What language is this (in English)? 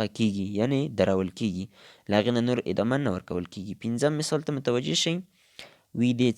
Pashto